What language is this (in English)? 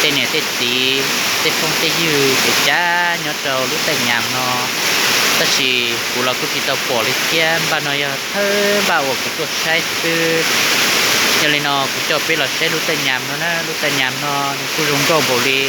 Hmong